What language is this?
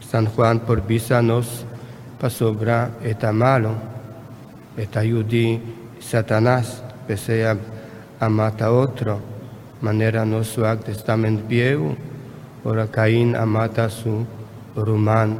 Papiamento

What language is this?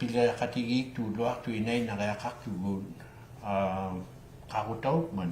Inuktitut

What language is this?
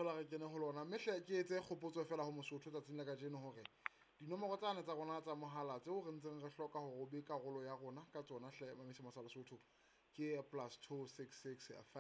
Southern Sotho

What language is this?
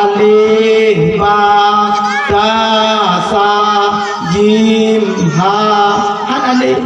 Achinese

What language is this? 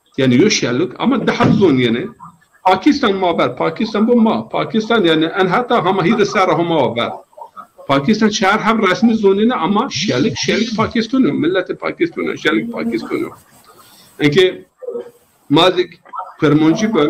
Zaza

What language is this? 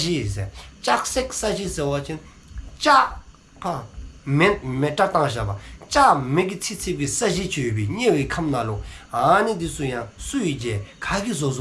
Dzongkha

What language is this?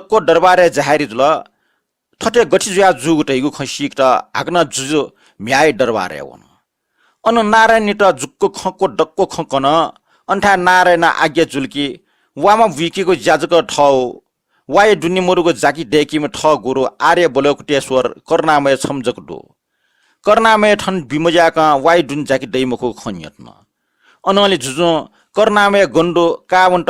Newari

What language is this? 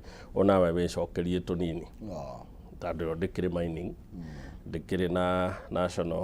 Kikuyu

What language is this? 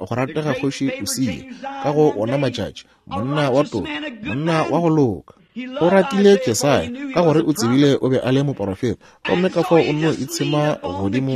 Northern Sotho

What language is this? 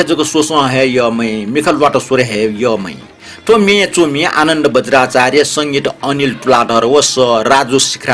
Newari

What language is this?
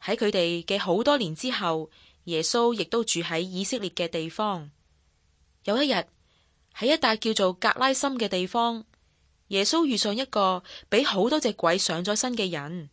Cantonese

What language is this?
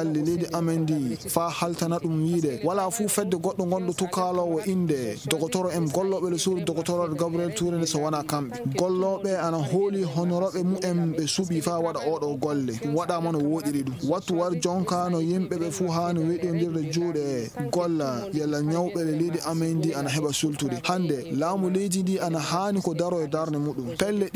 Fula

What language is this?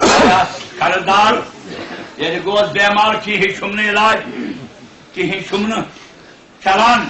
Kashmiri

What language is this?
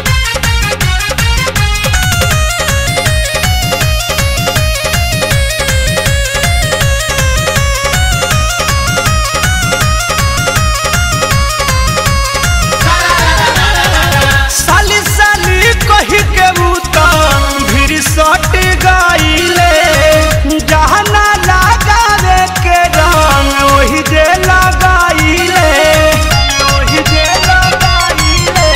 Bhojpuri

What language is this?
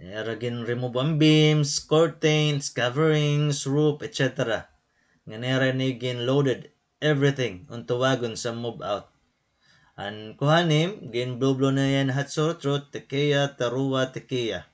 Waray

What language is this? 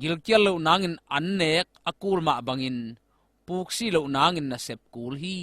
Tedim Chin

